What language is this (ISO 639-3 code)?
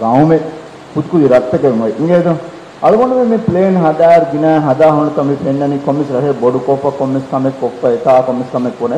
div